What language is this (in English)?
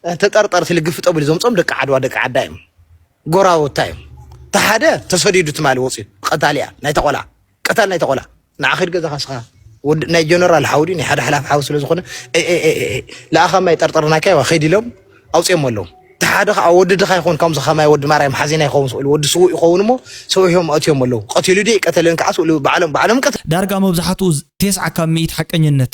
Tigrinya